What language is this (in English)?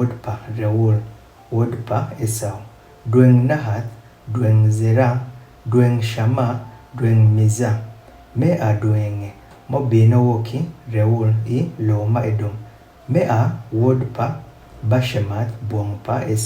Adhola